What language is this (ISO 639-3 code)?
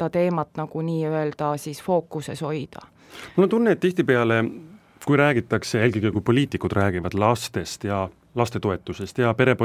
est